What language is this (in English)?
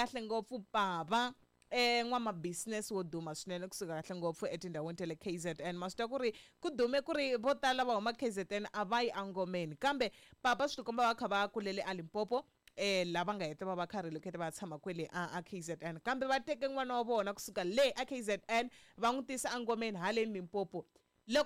Tsonga